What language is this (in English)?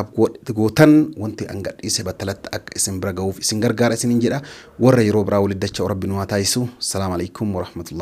Oromo